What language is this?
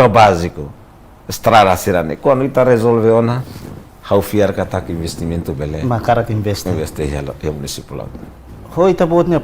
Tetum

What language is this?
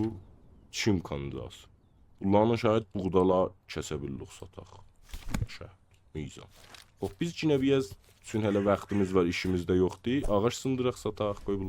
South Azerbaijani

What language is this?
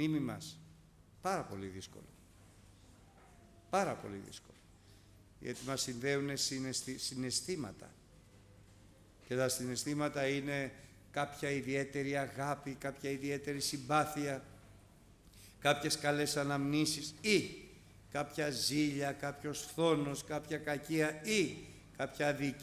Greek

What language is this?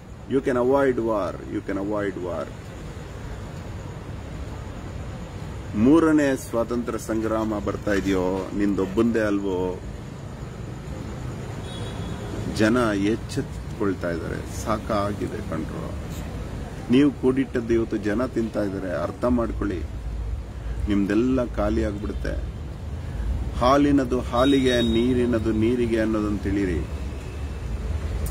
Kannada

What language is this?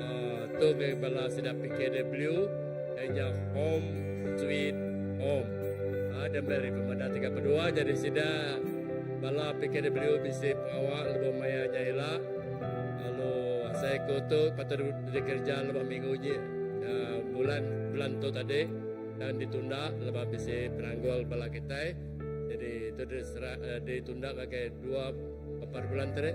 Iban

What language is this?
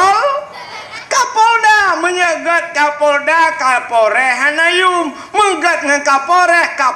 Achinese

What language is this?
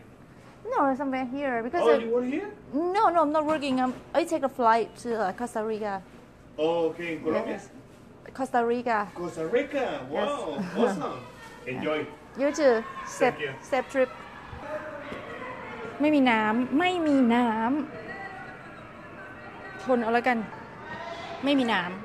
Thai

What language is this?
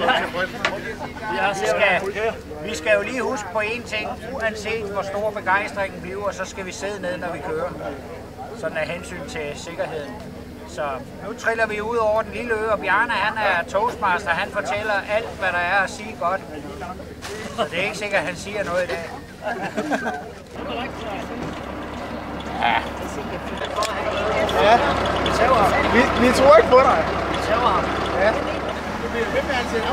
Danish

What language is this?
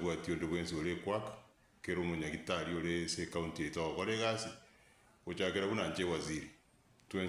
Gusii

